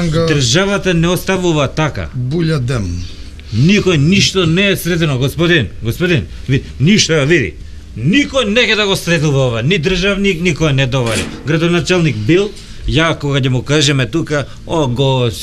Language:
Macedonian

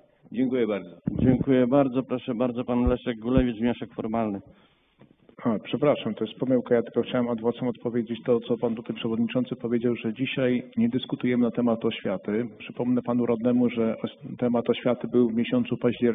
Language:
Polish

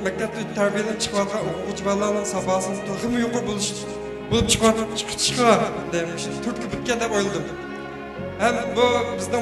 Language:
Uyghur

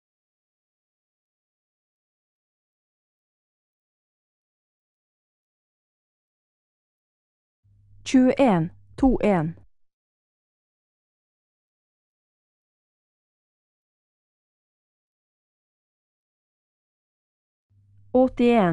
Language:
Norwegian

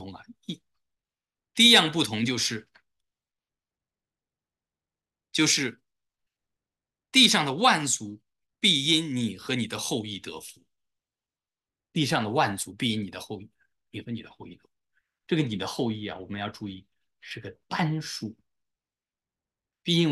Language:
Chinese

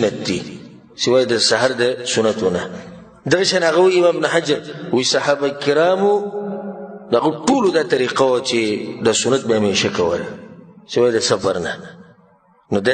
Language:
Pashto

